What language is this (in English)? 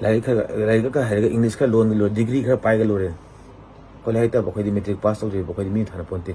Manipuri